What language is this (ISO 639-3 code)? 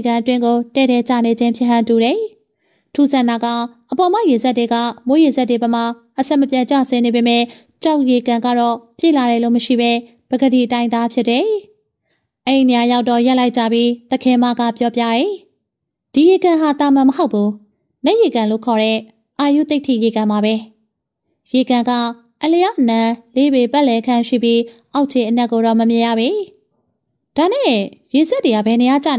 mya